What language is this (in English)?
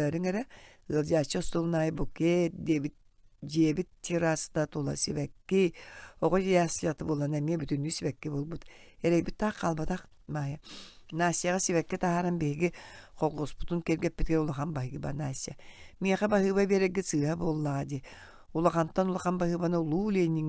Yakut